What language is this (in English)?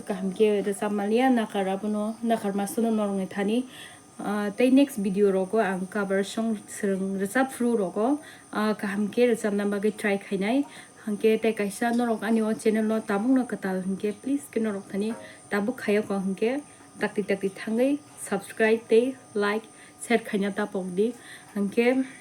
Kok Borok